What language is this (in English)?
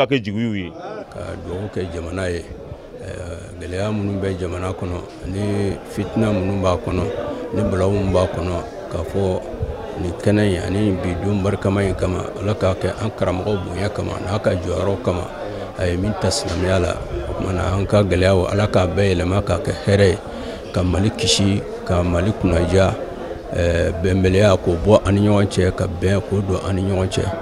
Bambara